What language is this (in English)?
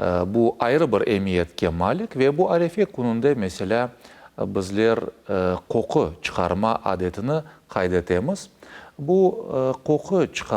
Crimean Tatar